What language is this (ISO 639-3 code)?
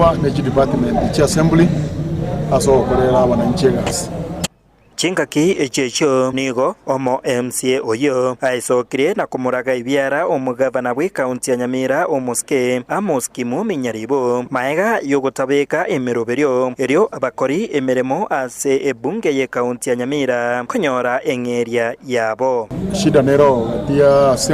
guz